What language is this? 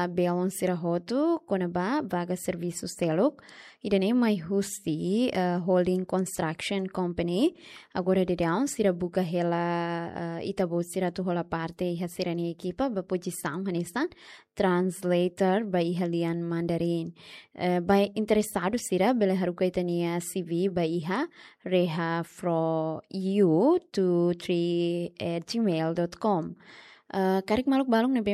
Tetum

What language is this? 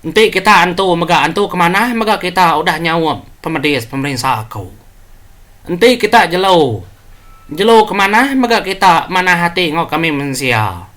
Iban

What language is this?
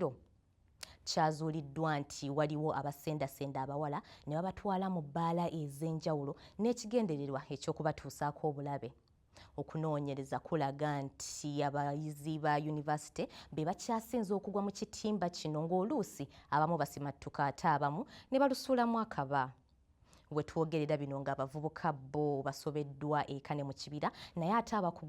Ganda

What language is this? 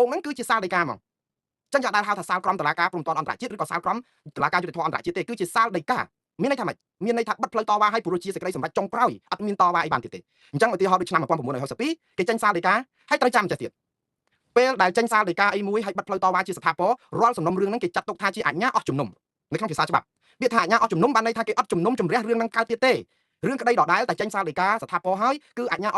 Khmer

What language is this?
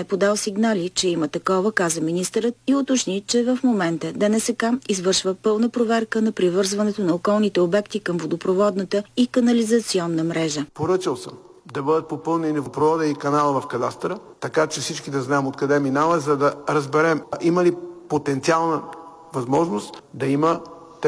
Bulgarian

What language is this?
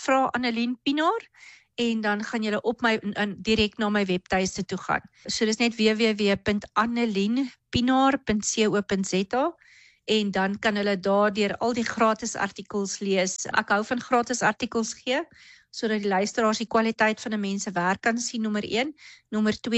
Afrikaans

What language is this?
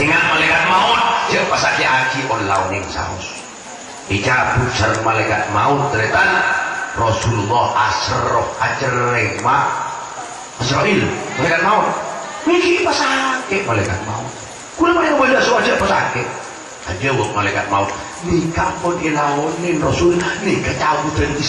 Madurese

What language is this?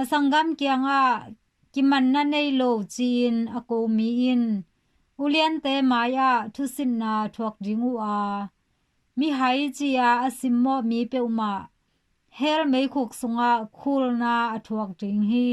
Tedim Chin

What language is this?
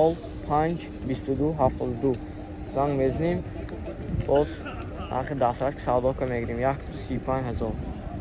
Tajik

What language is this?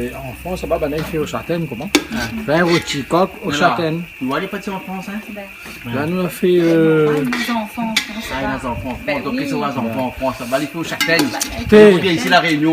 Réunion Creole French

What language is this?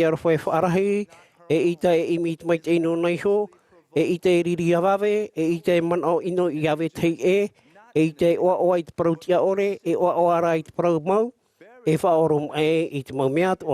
Tahitian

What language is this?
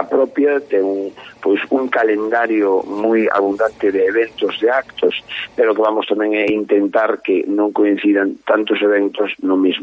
Galician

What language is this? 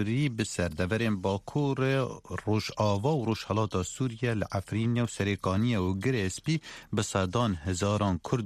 Kurdish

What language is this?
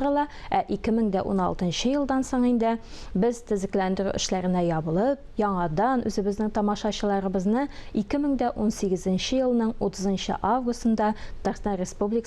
Tatar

